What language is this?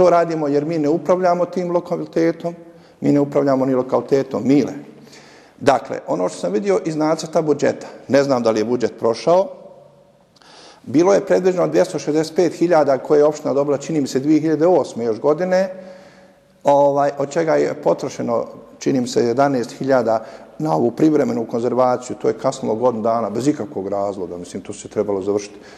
Bosnian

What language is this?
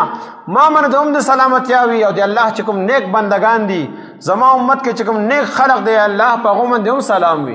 Pashto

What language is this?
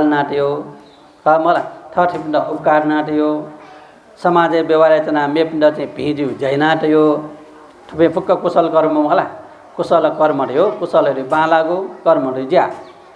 Newari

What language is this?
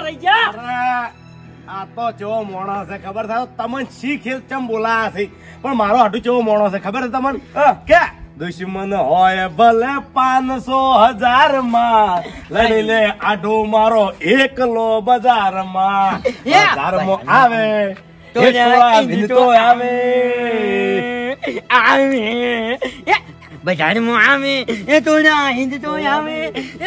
Gujarati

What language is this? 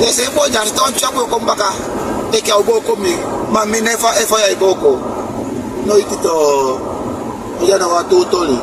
Sranan Tongo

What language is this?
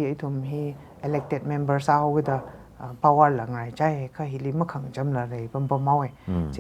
Tangkhul Naga (India)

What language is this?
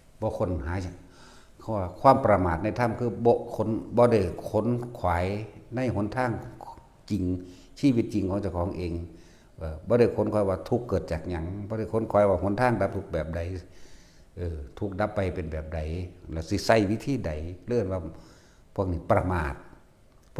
Northeastern Thai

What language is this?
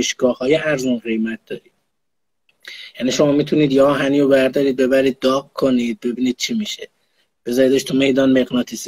Persian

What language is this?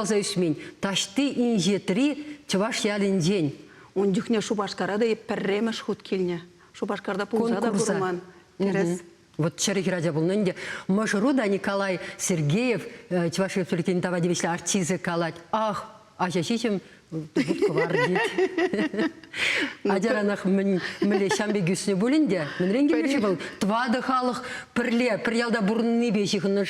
Chuvash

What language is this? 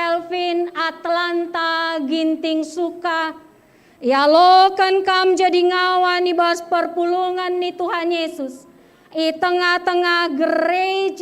Batak Karo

